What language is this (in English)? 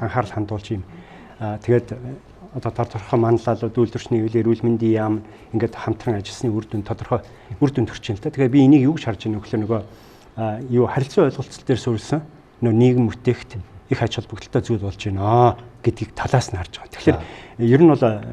Mongolian